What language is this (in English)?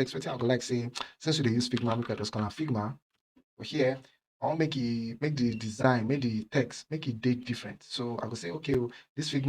Nigerian Pidgin